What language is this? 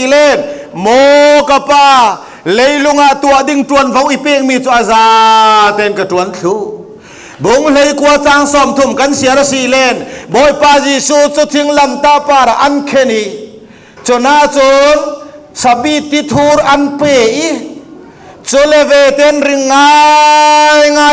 Falam Chin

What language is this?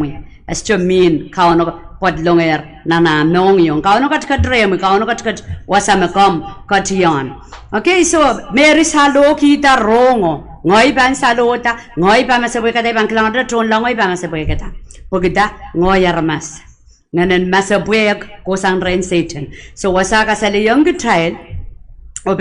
Pohnpeian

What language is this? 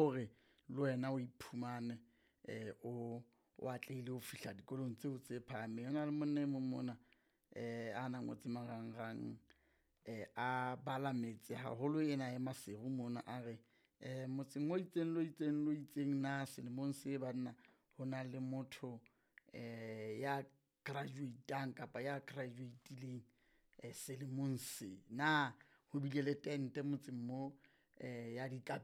Southern Sotho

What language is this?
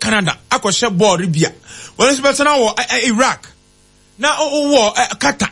Akan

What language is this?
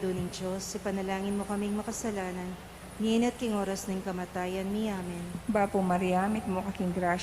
Pampanga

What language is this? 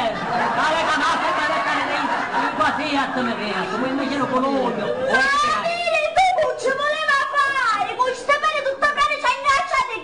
Sicilian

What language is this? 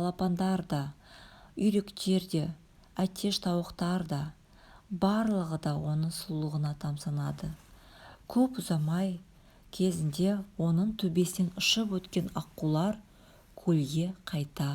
Kazakh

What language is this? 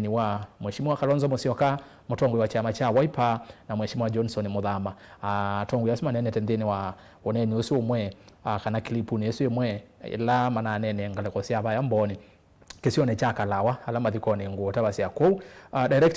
Kamba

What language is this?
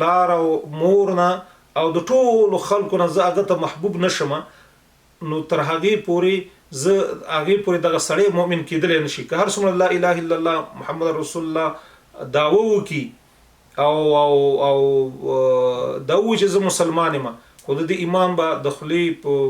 Pashto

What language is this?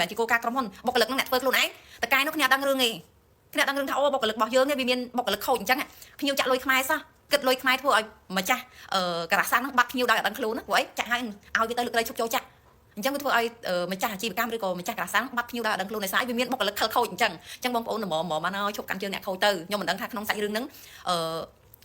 Khmer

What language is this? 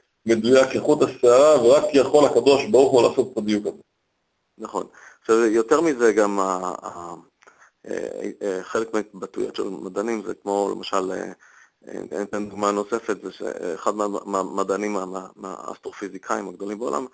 Hebrew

